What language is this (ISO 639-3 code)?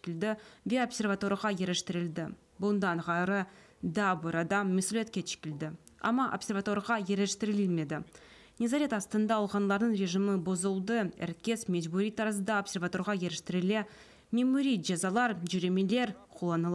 crh